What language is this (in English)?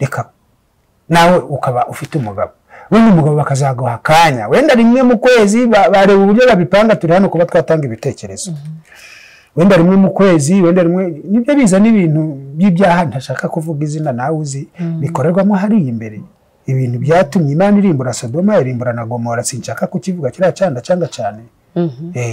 Kinyarwanda